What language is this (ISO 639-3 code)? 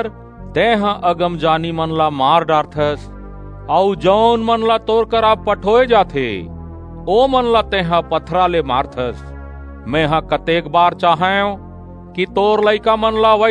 hne